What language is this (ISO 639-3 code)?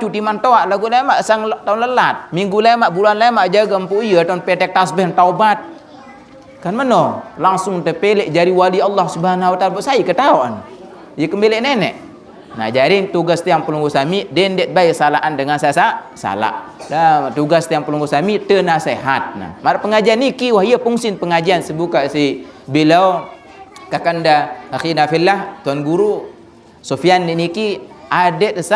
sas